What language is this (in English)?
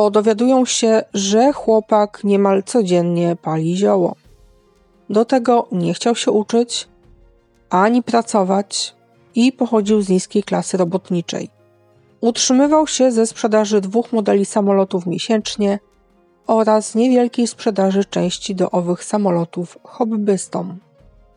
Polish